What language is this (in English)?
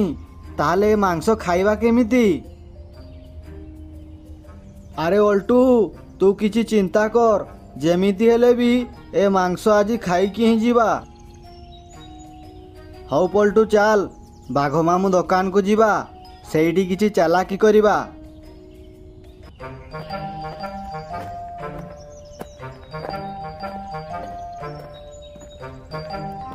Odia